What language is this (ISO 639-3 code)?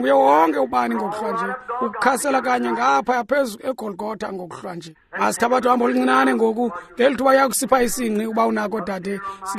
xho